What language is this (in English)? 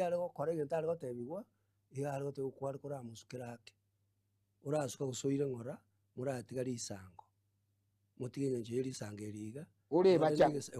Gusii